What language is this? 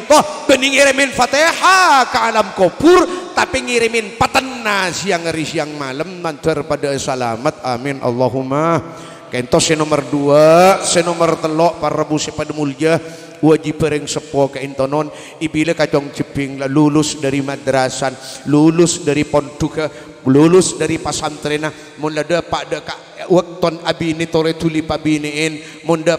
Madurese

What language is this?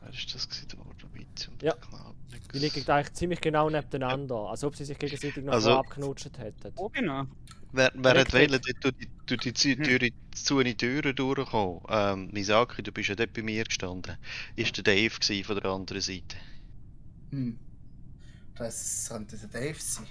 Swiss German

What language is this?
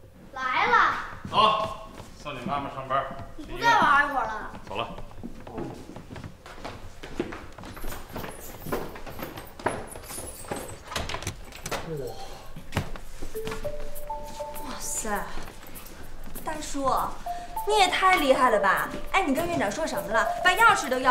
Chinese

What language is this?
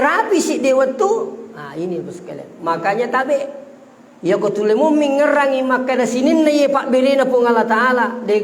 Buginese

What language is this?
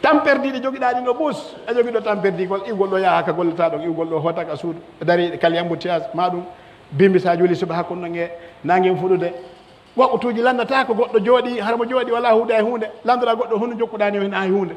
Pular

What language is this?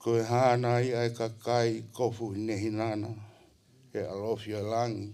Tongan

